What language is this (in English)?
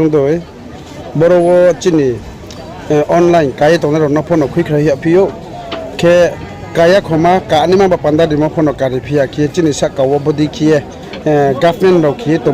Riang (India)